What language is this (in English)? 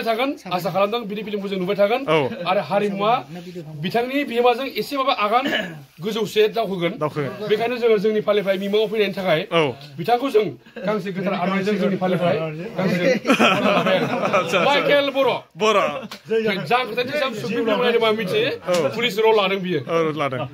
Bodo